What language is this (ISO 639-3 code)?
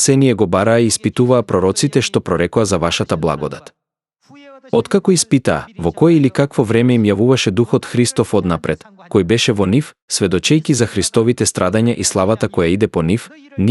mkd